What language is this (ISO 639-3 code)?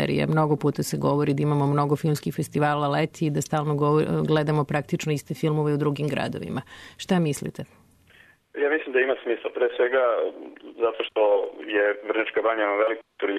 srp